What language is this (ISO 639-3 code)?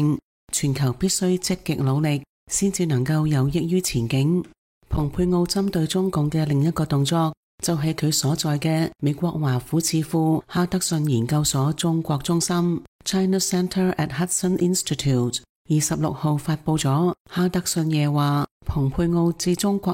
yue